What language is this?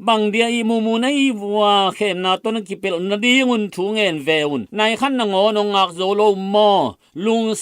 Tedim Chin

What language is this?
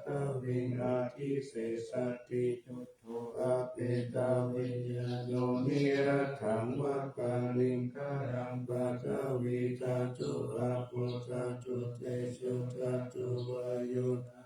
Pali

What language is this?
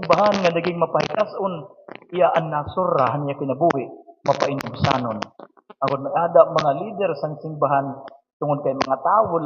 Waray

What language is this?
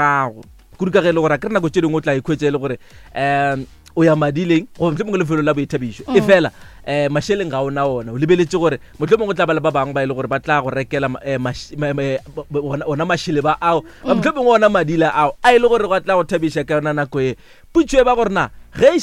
Northern Sotho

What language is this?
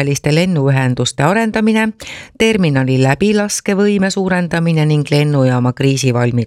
Estonian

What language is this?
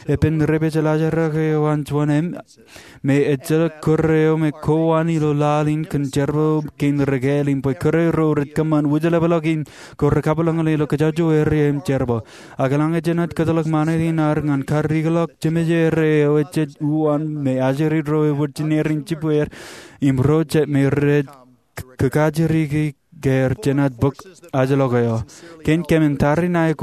Marshallese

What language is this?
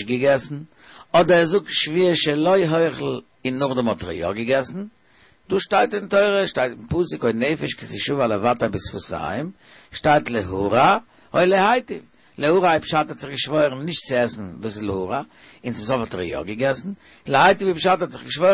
Yiddish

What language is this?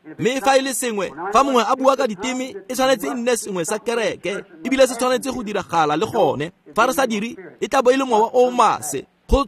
Tswana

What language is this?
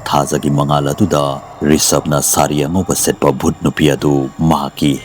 Manipuri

